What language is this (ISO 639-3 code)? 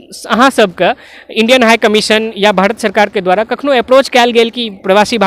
mai